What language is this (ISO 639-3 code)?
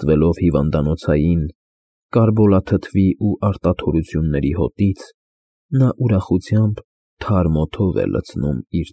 hye